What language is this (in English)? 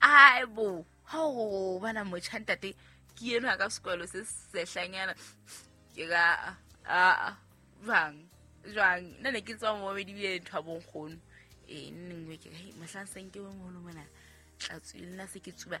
Southern Sotho